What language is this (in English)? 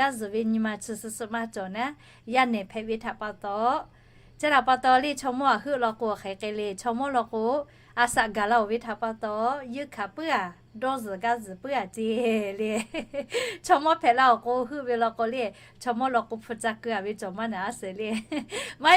Lahu